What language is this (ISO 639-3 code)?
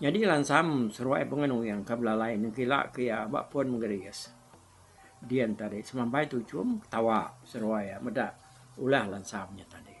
iba